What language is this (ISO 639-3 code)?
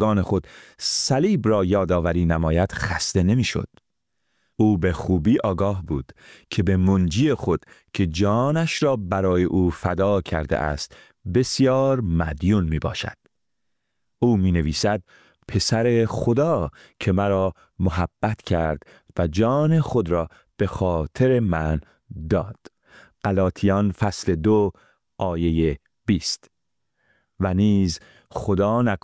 fas